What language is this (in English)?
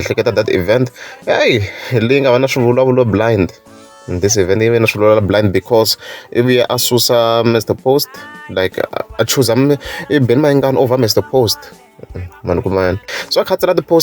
Tsonga